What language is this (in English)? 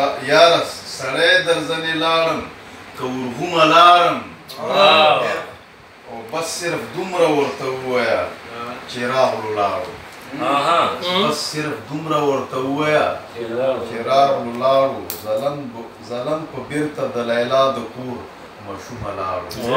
Pashto